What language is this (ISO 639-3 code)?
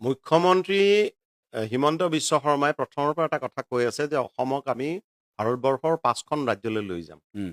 asm